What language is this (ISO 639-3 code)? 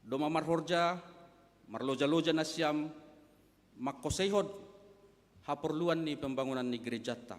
bts